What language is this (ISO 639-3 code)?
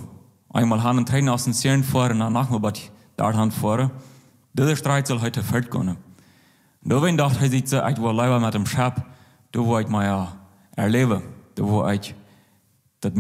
pdt